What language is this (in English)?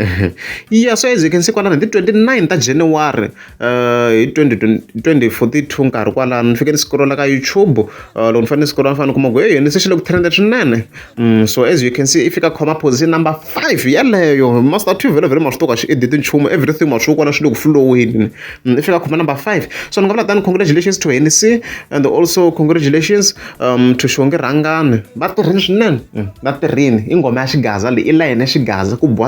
Tsonga